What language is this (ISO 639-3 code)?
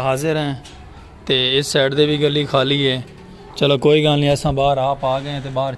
skr